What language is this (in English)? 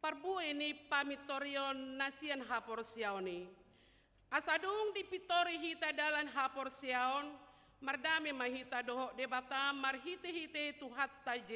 Batak Toba